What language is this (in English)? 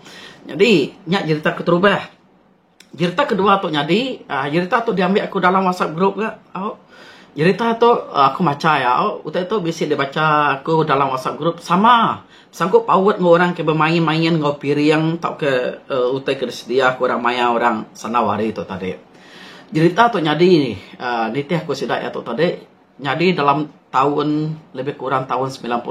Iban